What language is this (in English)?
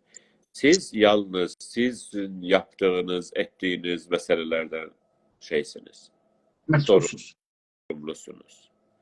South Azerbaijani